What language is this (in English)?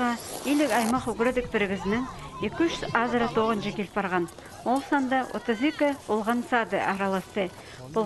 Khakas